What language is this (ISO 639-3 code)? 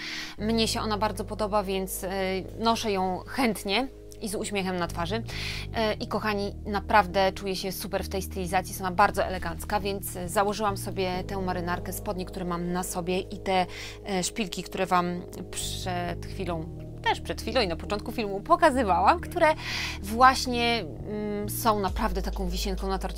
pol